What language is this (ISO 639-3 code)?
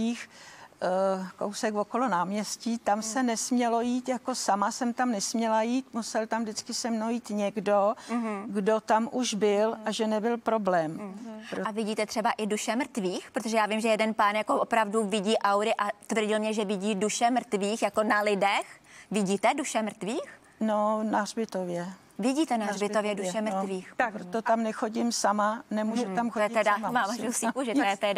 ces